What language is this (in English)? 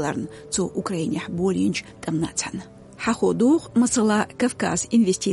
Chechen